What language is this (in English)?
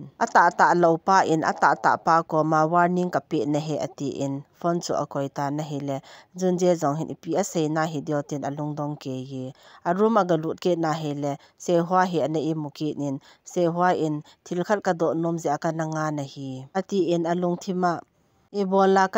Thado Chin